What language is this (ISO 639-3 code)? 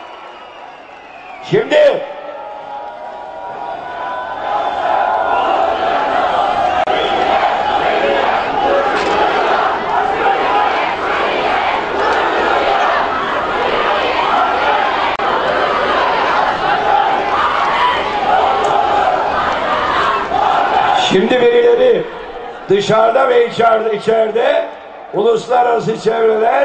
tur